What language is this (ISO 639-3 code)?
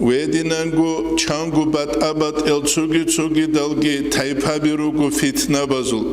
ava